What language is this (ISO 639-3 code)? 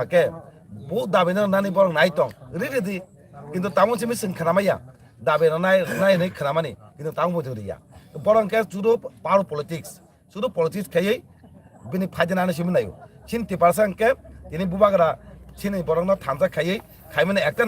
trp